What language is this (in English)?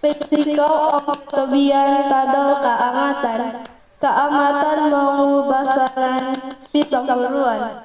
Central Dusun